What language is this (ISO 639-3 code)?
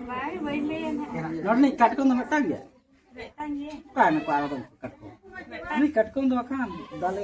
sat